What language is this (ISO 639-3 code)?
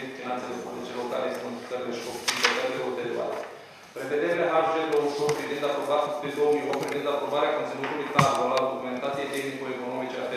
ron